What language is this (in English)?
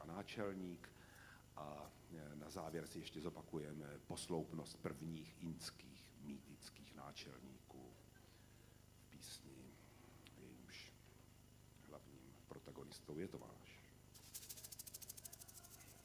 Czech